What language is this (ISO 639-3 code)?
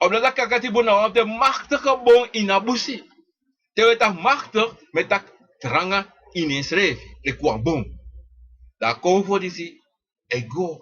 srn